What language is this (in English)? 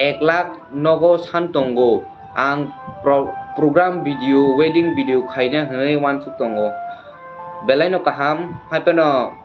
Kok Borok